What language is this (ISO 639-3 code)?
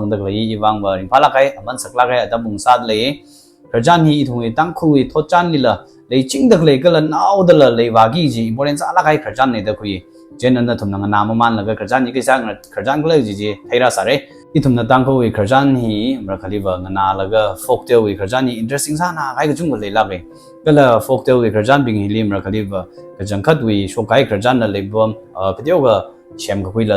nmf